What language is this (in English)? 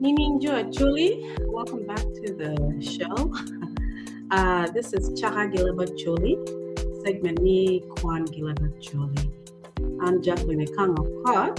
Acoli